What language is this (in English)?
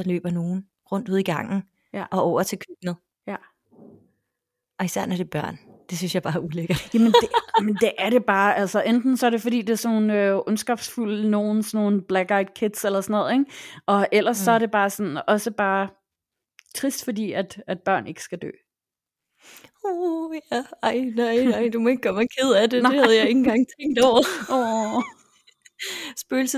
Danish